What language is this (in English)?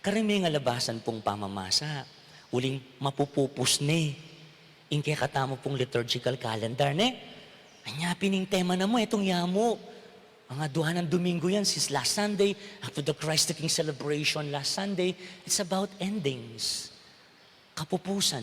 Pampanga